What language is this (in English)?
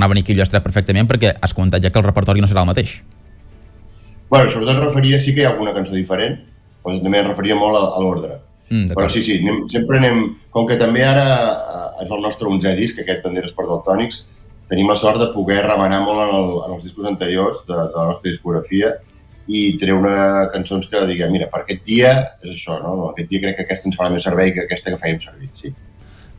Catalan